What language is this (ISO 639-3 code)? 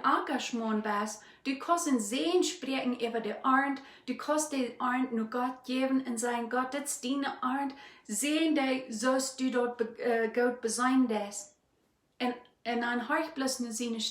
pdt